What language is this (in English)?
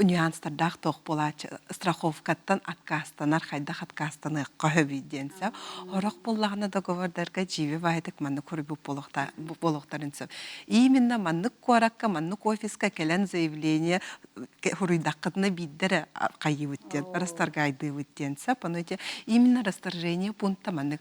Yakut